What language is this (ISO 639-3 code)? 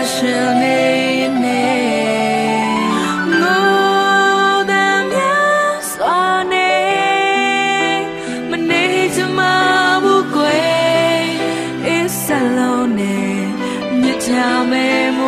mya